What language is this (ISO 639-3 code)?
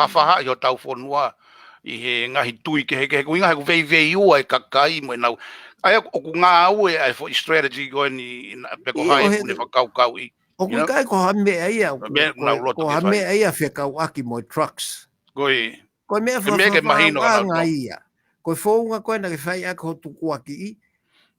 ton